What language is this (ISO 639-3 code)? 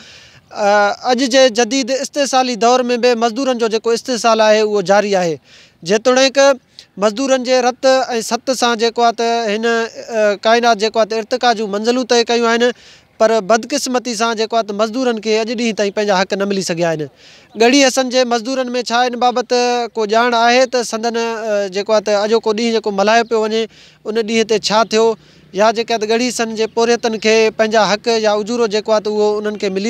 snd